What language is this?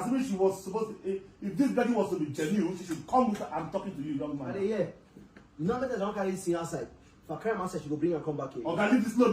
Nigerian Pidgin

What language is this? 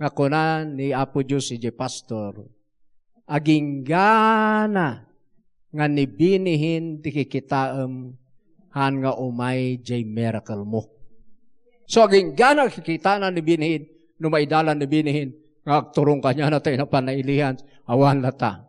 Iloko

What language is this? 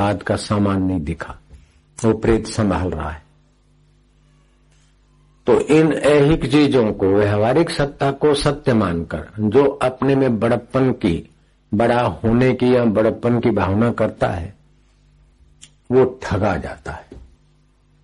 Hindi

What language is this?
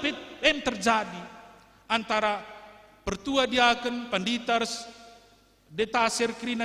Batak Karo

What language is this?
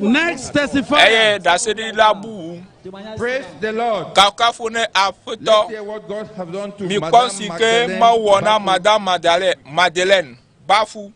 Ewe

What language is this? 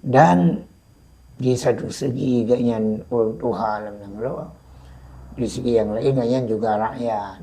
Achinese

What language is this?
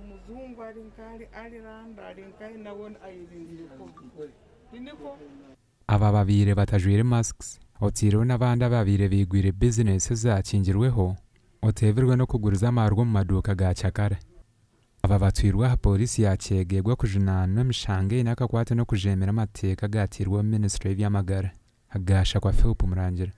Nyankole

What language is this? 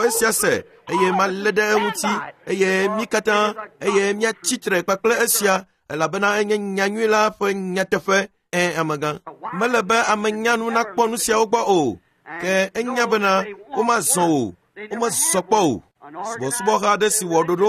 Ewe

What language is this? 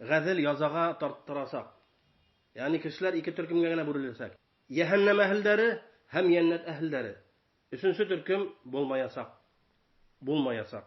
Bashkir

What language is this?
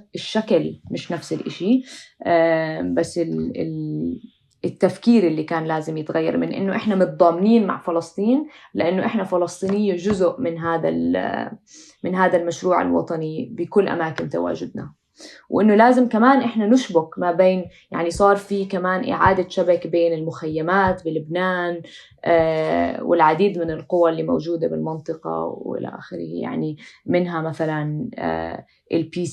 North Levantine Arabic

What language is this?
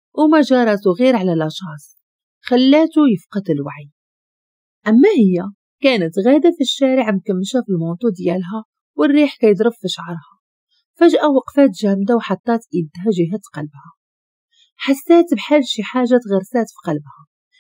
Moroccan Arabic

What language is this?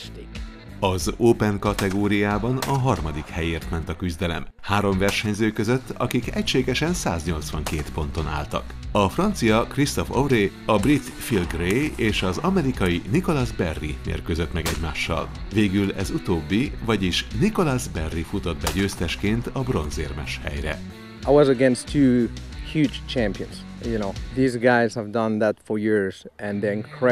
Hungarian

